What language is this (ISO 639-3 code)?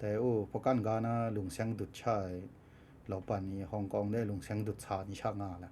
kac